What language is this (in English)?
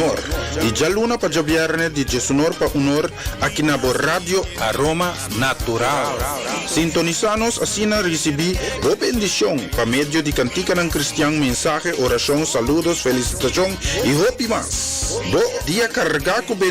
Papiamento